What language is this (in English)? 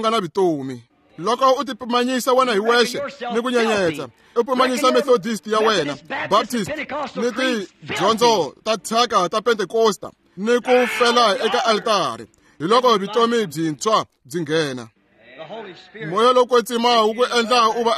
Tsonga